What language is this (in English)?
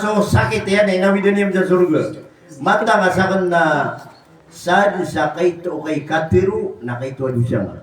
Maranao